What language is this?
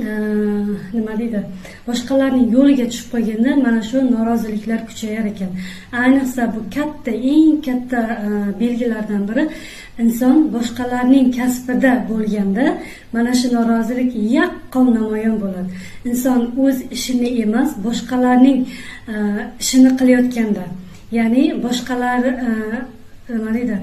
Uzbek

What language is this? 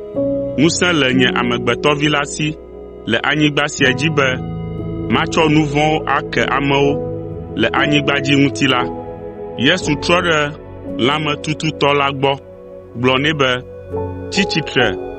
Ewe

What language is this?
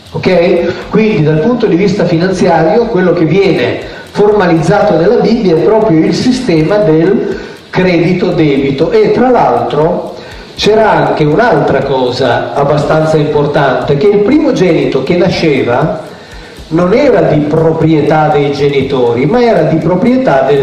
Italian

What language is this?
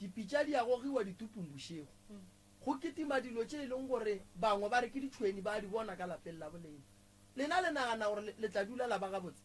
Northern Sotho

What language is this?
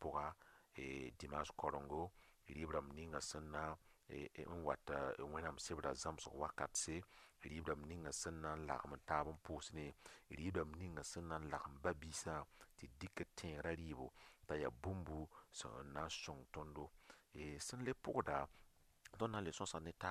Mossi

